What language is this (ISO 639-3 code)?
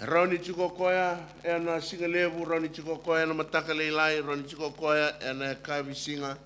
fij